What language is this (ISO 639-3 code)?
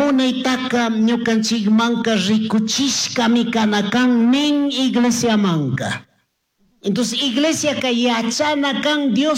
qug